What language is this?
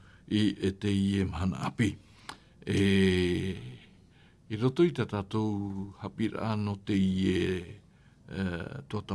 Tahitian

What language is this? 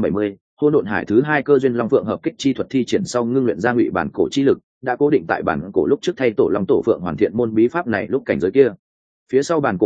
Vietnamese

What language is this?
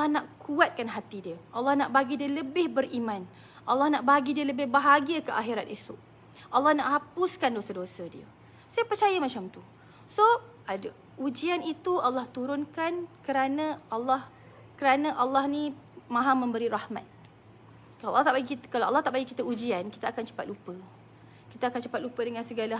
Malay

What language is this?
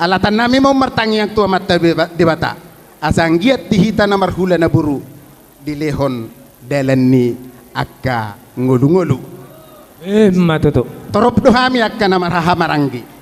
Batak Toba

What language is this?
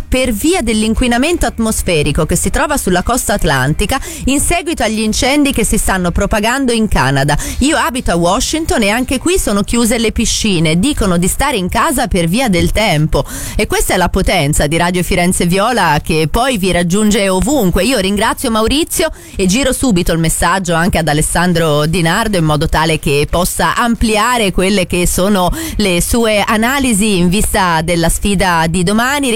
Italian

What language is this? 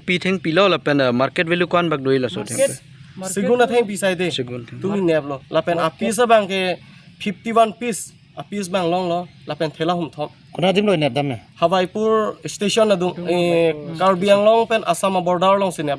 Karbi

